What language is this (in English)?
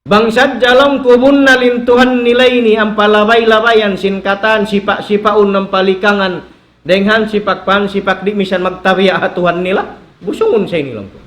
Tausug